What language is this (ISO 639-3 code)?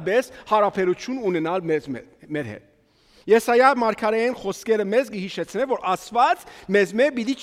hye